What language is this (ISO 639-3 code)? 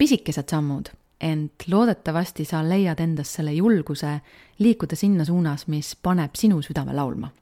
est